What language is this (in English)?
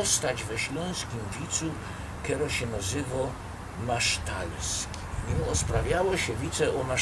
Silesian